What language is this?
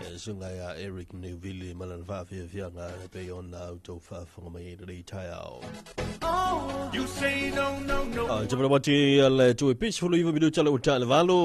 Samoan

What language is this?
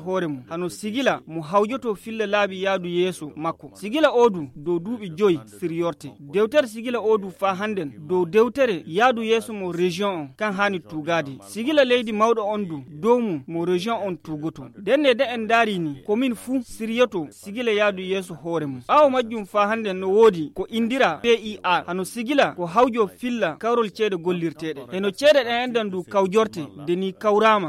Fula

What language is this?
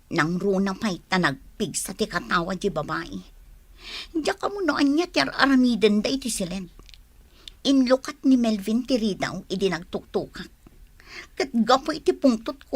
Iloko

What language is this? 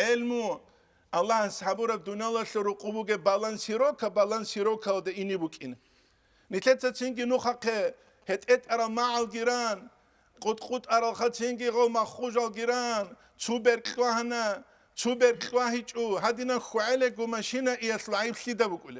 Avaric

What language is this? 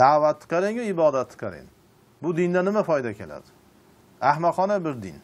Uzbek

